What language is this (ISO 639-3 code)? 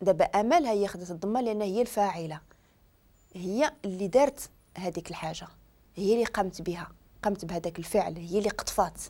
ary